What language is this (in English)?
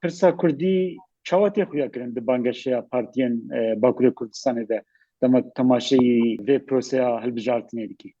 Kurdish